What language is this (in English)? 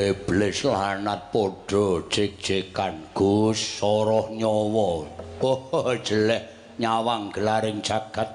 Javanese